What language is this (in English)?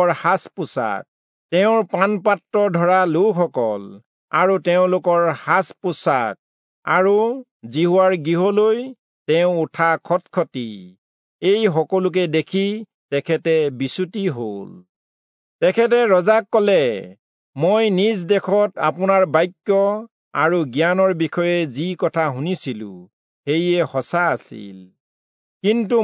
Assamese